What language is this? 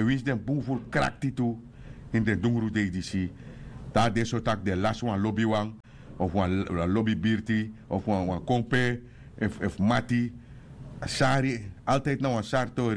Sranan Tongo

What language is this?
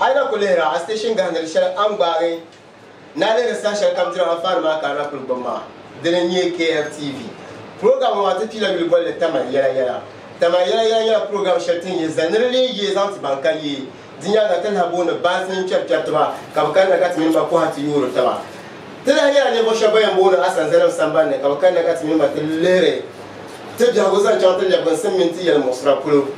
Dagbani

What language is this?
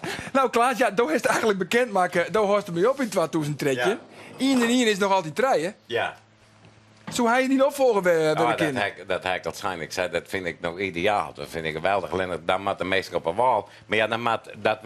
Western Frisian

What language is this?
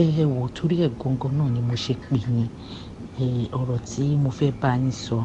Yoruba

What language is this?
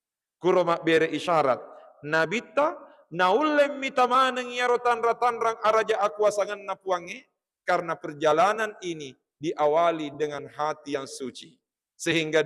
Buginese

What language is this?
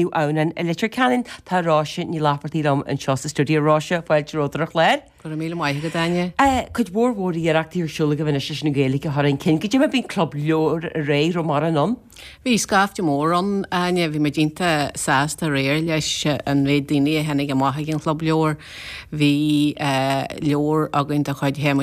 Irish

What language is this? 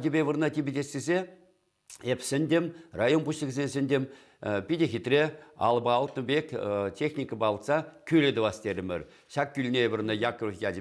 Chuvash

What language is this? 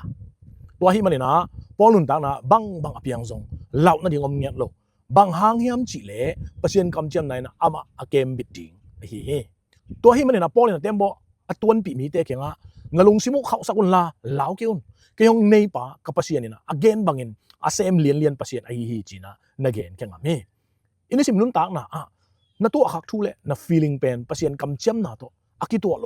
Tedim Chin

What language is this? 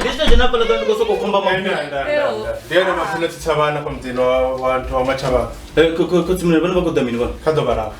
Venda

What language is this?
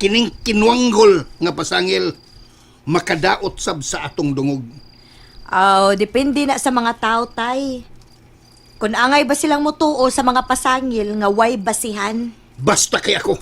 Cebuano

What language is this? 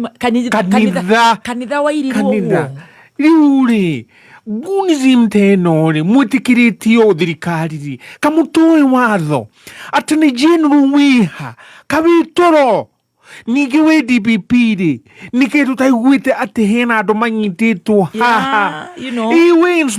Kikuyu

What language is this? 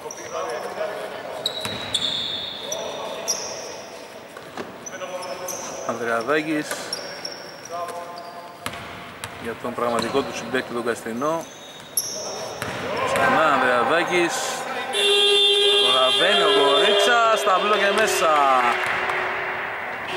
Greek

